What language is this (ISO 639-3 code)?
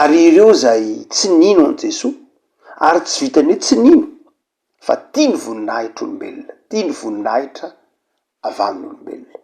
mlg